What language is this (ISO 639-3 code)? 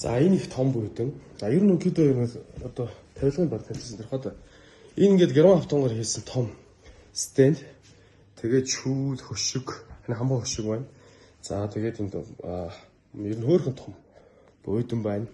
mon